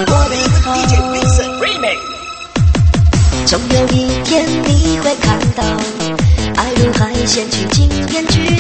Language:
Chinese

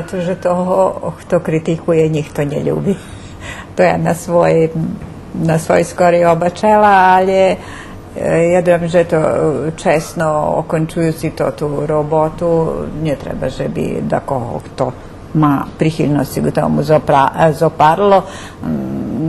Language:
Rusyn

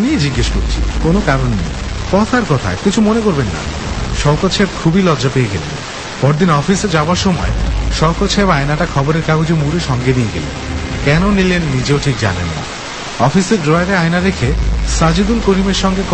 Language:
Bangla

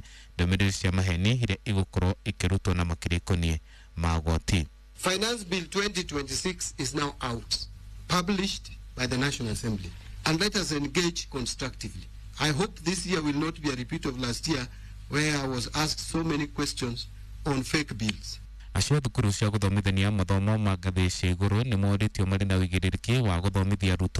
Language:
Kikuyu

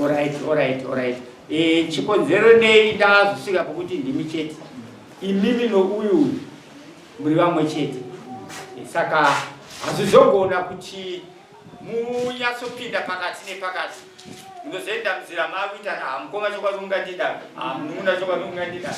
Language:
Shona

